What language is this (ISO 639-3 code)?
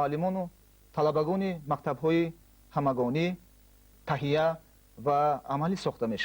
tgk